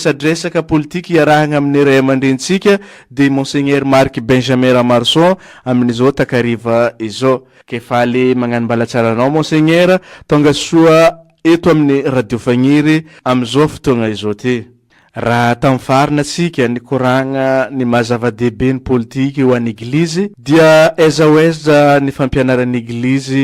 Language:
Malagasy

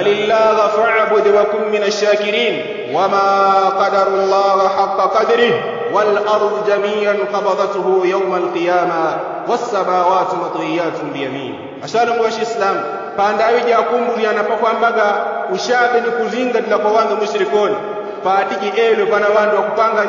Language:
Yao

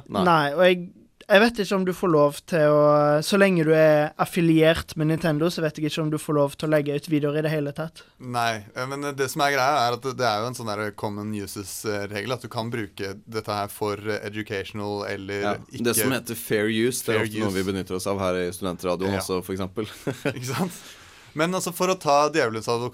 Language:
Norwegian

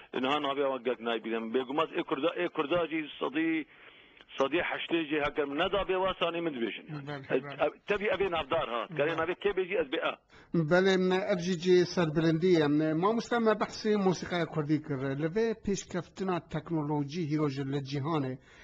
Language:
Kurdish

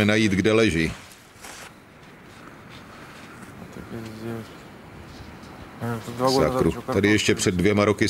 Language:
Czech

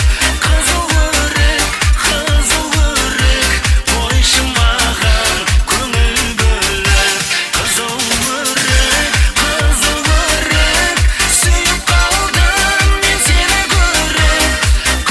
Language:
Kara-Kalpak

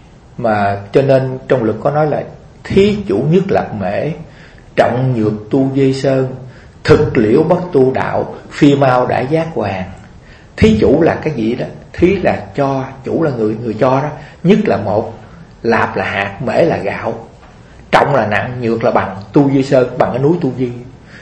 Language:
Vietnamese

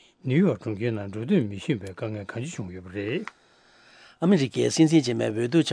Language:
Tibetan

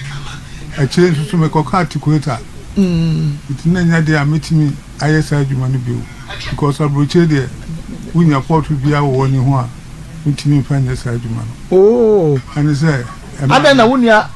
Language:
Akan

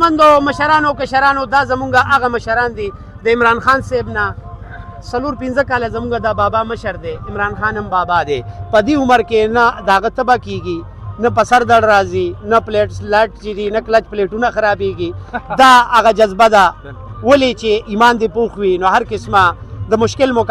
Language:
Pashto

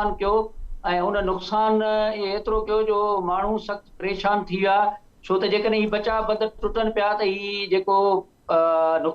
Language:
Sindhi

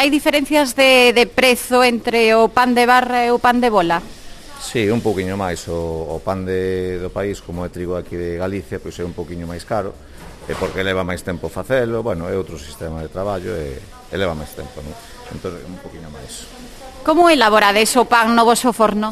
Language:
Galician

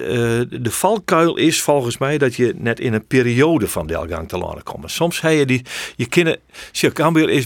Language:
Western Frisian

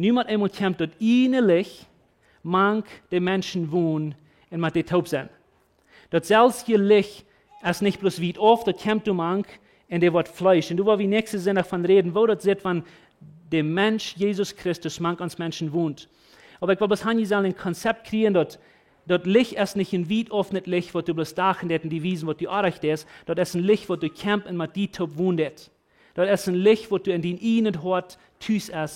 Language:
Plautdietsch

